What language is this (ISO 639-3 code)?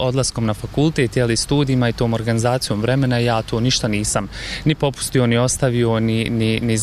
bos